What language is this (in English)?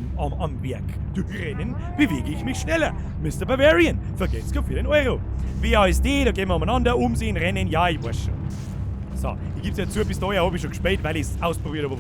Bavarian